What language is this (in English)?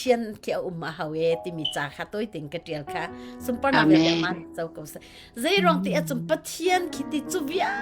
Hakha Chin